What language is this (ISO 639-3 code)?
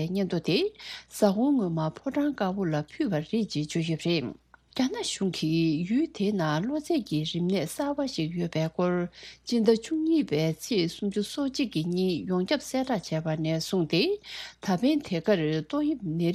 bod